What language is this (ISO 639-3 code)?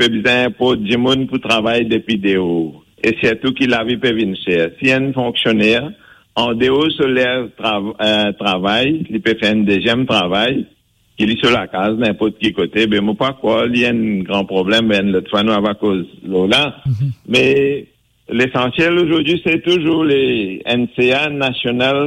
mfe